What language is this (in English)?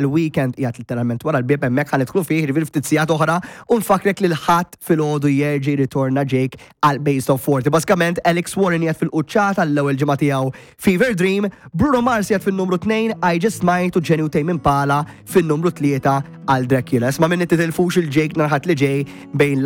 Maltese